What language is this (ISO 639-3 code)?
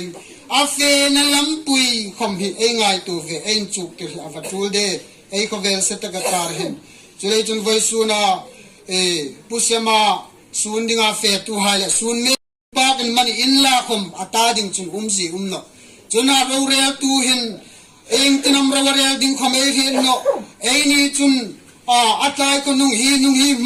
hmr